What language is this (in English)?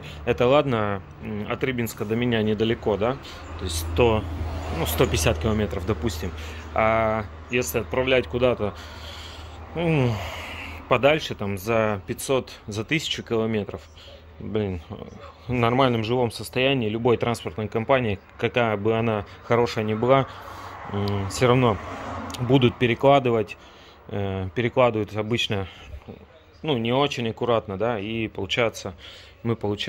Russian